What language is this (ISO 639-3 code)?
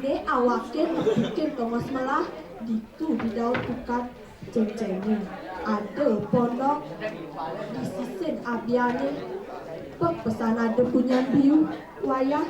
ban